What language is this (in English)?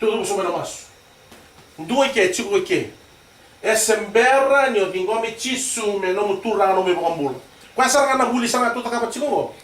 Fijian